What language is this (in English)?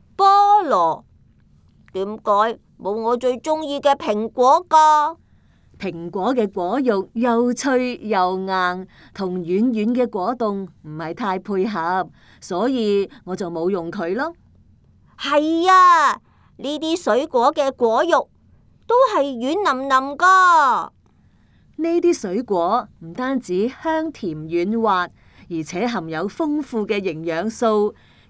Cantonese